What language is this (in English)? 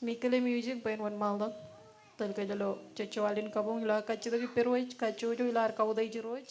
Marshallese